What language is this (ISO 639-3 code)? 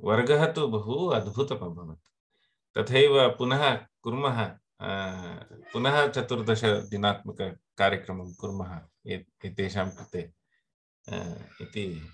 san